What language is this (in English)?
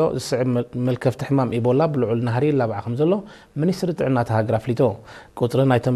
Tigrinya